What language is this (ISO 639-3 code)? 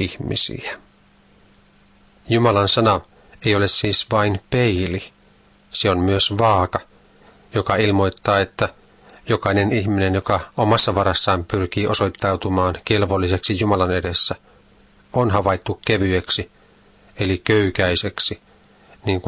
fin